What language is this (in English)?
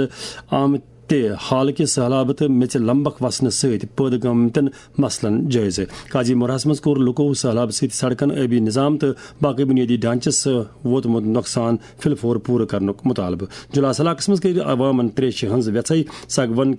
Kashmiri